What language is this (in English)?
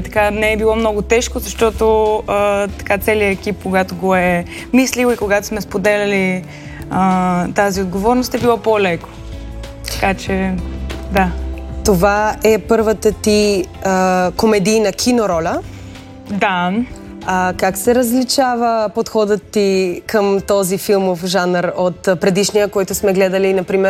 Bulgarian